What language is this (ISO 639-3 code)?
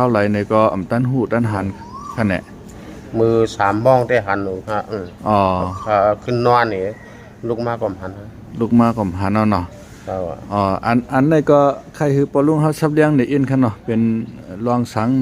shn